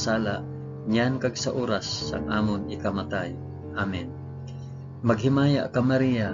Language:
Hiligaynon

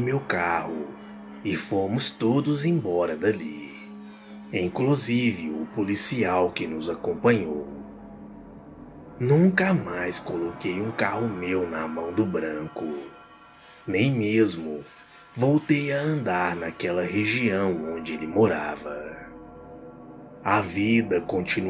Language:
Portuguese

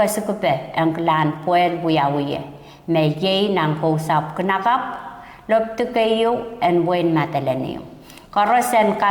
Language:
Pohnpeian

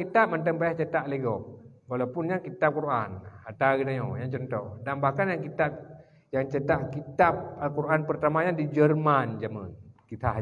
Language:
Achinese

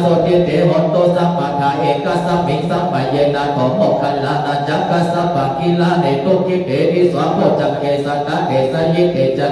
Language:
Pali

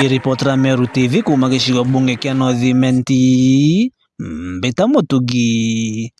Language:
Meru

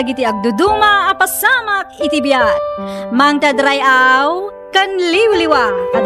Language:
Iloko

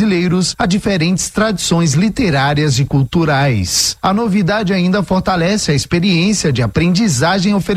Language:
Portuguese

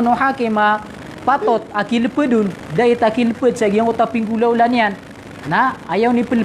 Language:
Maranao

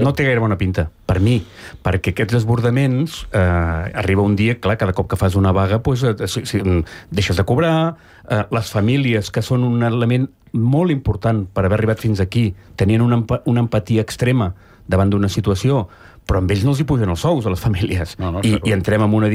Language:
Catalan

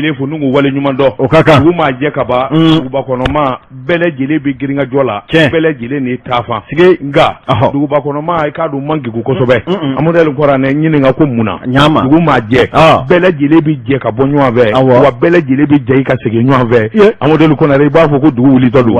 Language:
Bambara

